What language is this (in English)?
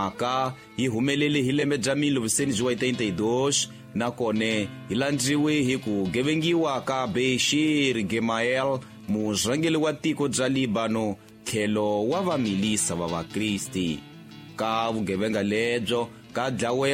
Tsonga